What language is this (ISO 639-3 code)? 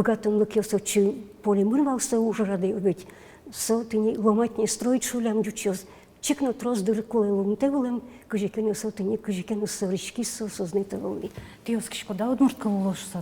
udm